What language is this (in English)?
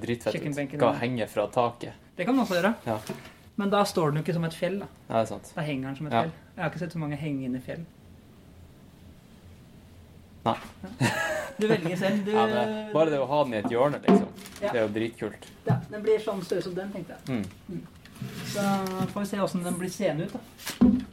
Norwegian